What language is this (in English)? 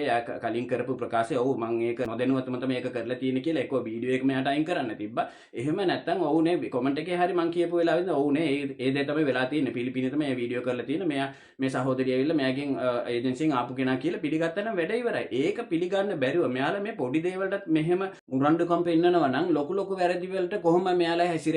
Sinhala